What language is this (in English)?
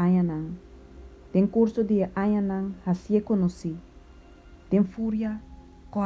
Papiamento